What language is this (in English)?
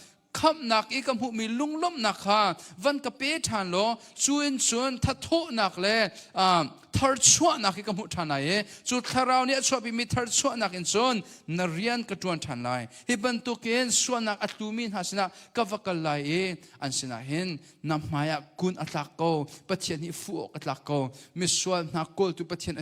Hakha Chin